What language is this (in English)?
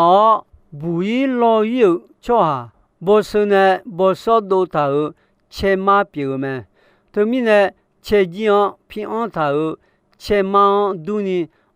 Akha